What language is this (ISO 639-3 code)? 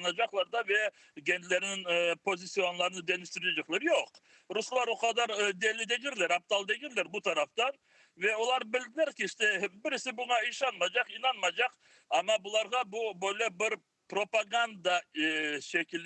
crh